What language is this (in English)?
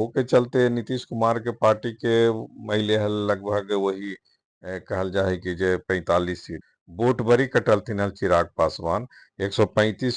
Magahi